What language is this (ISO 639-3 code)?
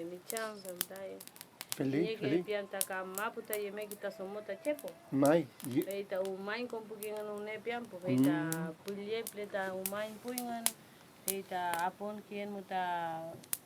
arn